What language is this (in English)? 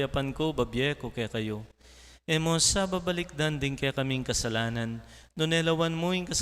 Pampanga